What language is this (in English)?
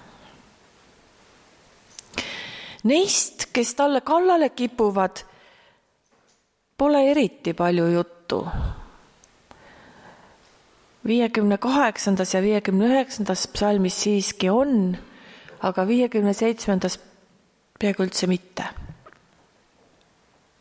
Estonian